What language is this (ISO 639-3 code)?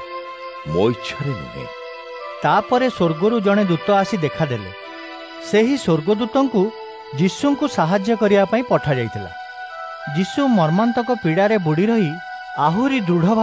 ori